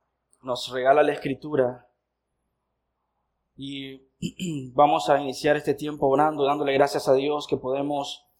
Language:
Spanish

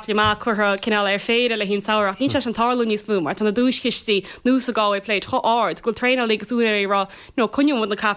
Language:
Irish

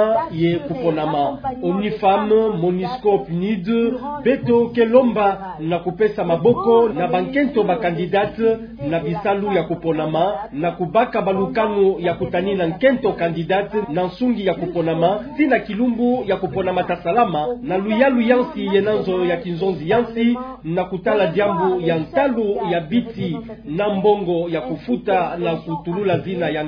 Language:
Kituba (Democratic Republic of Congo)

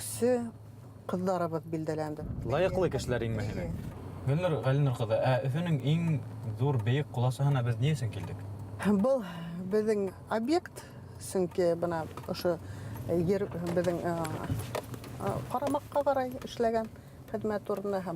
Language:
Bashkir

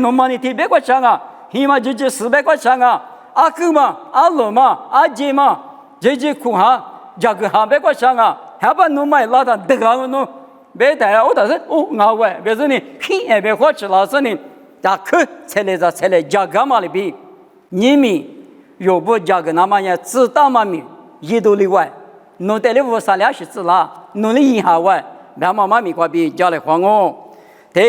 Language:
Lisu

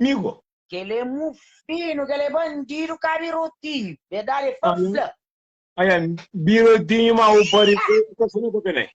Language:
Kabuverdianu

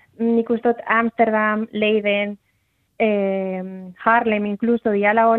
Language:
Basque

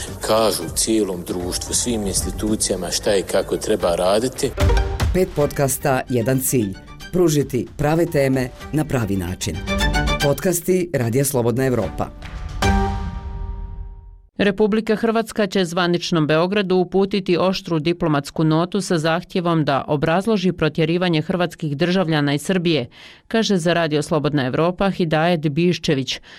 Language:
Bosnian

